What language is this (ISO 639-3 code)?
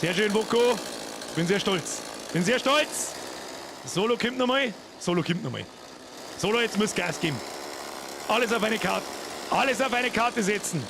bar